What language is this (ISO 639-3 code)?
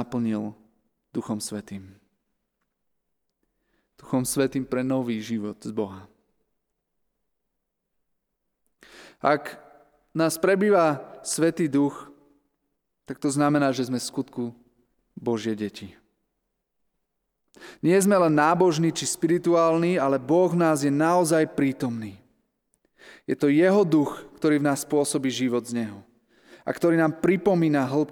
slk